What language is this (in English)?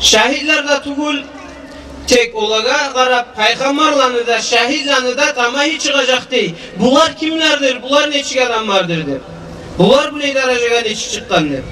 Kumyk